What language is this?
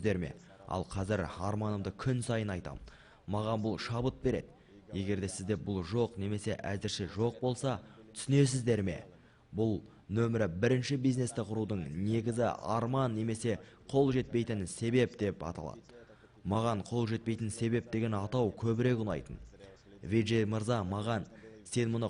Kazakh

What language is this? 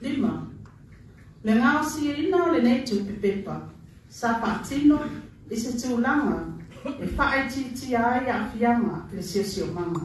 Samoan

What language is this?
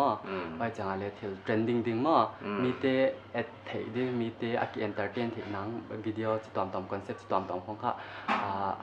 Paite Chin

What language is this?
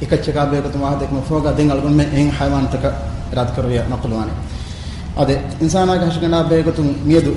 Divehi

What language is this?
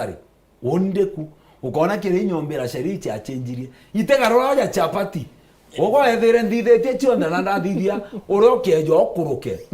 Meru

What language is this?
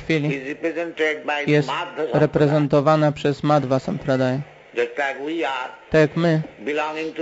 Polish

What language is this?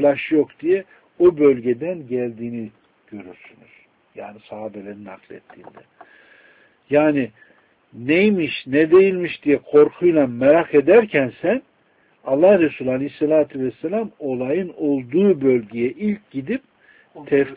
Turkish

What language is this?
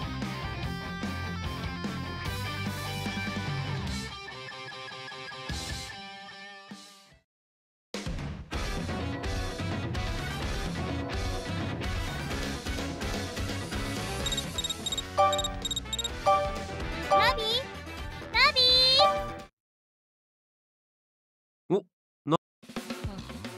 Japanese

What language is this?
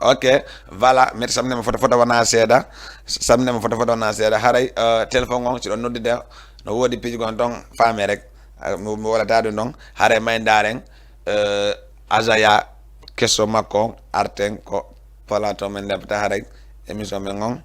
Fula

